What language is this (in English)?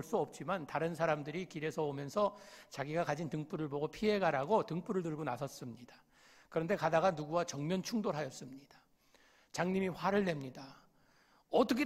Korean